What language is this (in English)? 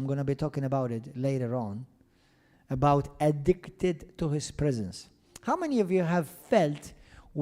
English